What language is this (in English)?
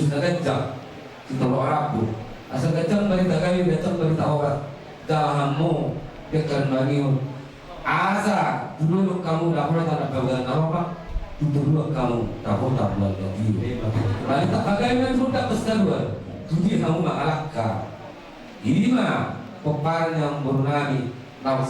Batak Toba